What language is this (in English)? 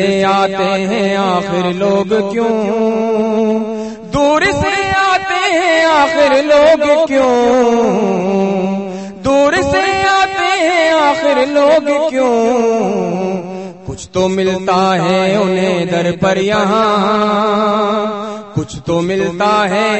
Urdu